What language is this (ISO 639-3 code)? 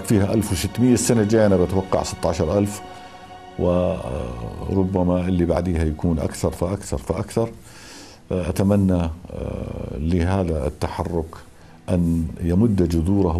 apc